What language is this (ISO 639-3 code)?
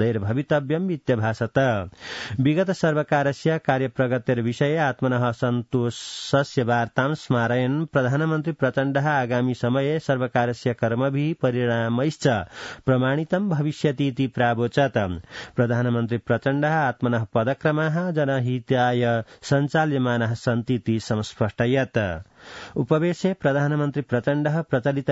san